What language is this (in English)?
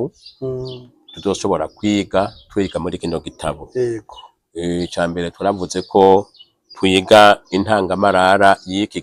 Rundi